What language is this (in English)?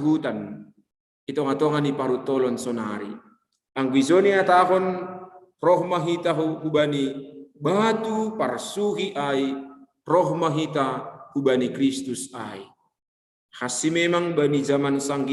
Batak Simalungun